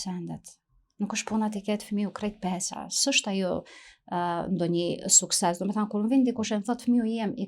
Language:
Albanian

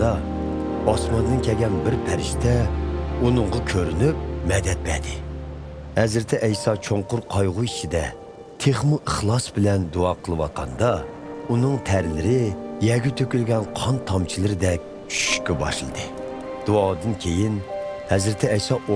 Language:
Uyghur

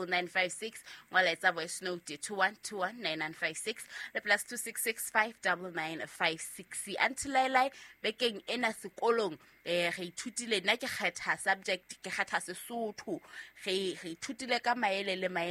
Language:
Southern Sotho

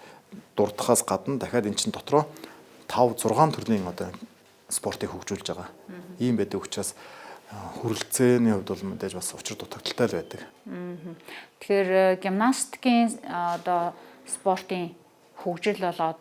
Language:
Mongolian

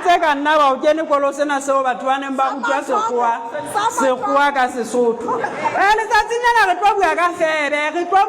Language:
Southern Sotho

